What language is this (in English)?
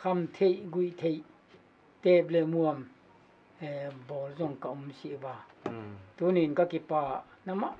Paite Chin